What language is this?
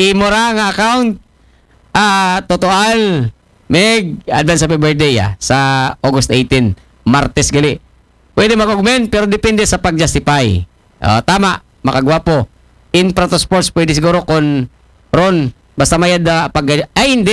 Aklanon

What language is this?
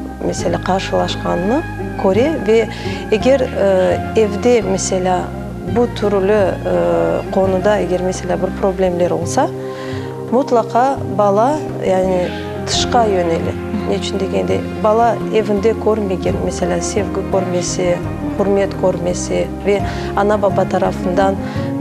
Crimean Tatar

